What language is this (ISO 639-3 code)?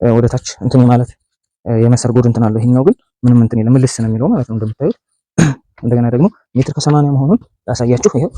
amh